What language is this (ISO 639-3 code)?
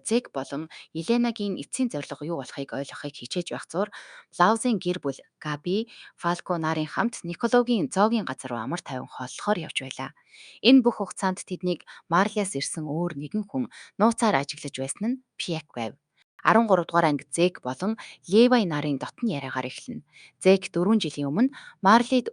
mon